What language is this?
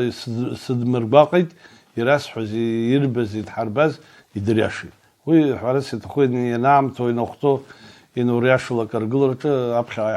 Abkhazian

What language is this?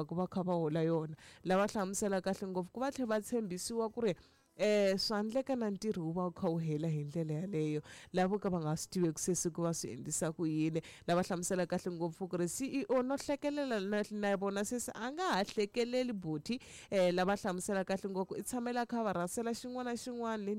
Tsonga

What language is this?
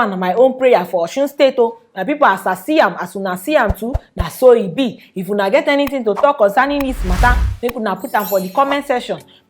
Nigerian Pidgin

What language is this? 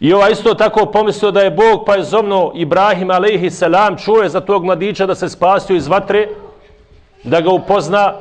Bosnian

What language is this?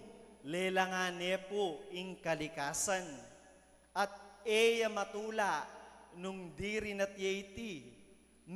Pampanga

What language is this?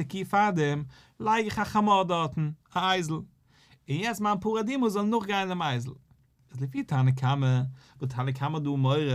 Yiddish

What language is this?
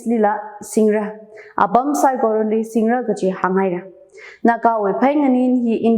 Tangkhul Naga (India)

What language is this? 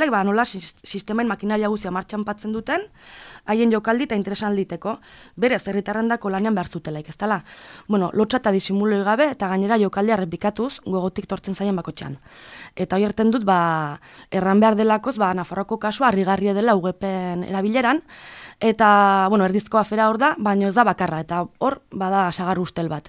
Basque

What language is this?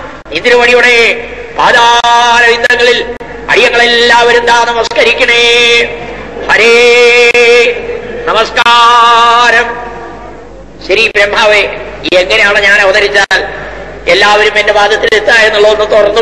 Malayalam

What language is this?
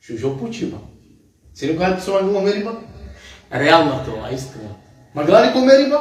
Balkan Romani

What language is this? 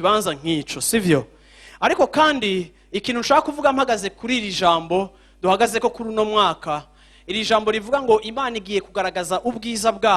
Rundi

